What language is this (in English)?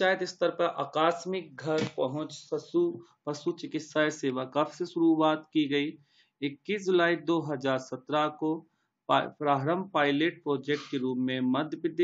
Hindi